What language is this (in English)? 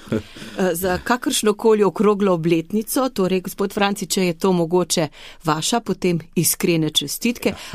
Slovenian